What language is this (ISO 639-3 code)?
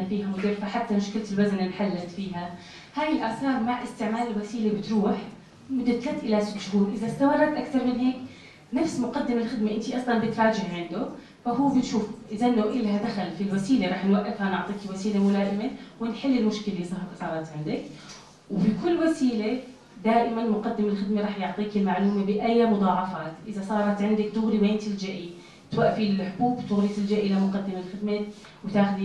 apc